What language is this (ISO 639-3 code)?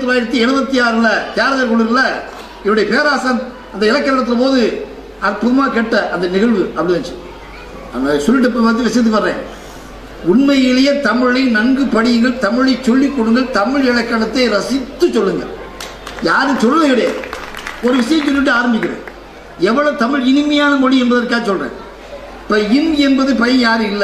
tam